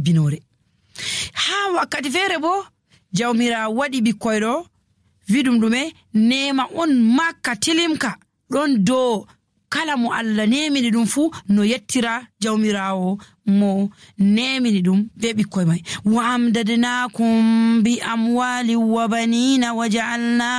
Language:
Nigerian Fulfulde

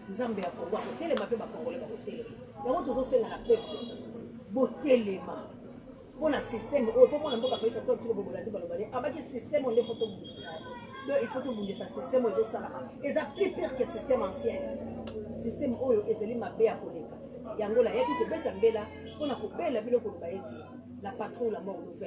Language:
Lingala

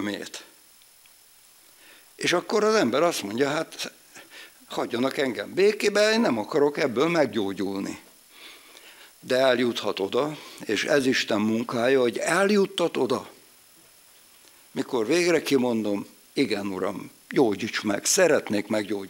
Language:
Hungarian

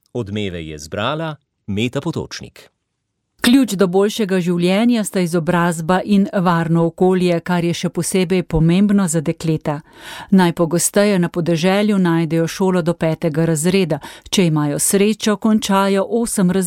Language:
Slovenian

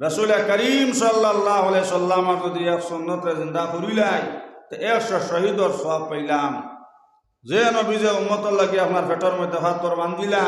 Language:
Sylheti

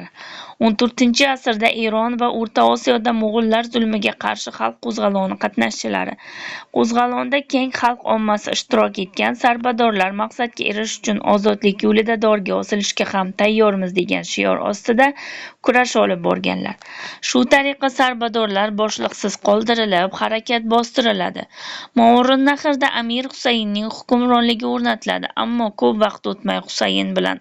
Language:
Uzbek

